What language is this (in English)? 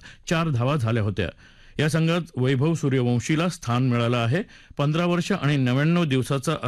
Marathi